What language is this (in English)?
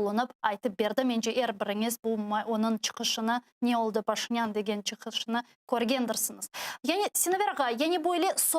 Crimean Tatar